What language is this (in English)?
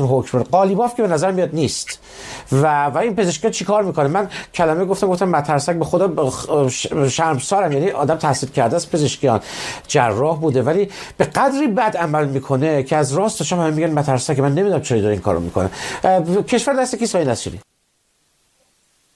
Persian